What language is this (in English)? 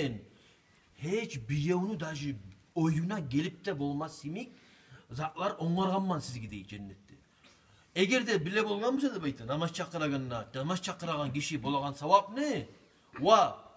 Kumyk